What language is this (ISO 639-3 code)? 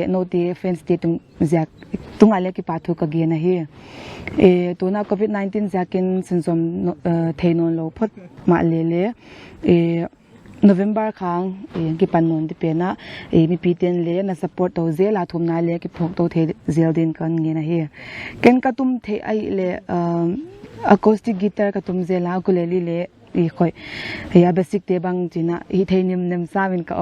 pck